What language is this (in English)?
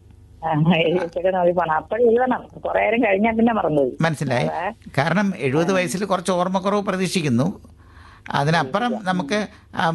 Malayalam